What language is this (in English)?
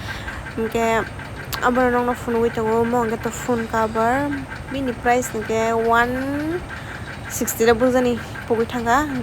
Kok Borok